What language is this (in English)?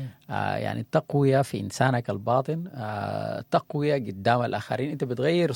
Sudanese Arabic